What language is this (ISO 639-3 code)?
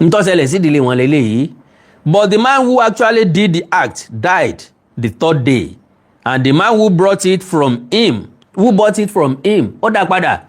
yor